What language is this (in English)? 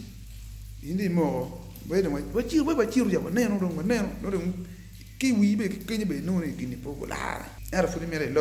Acoli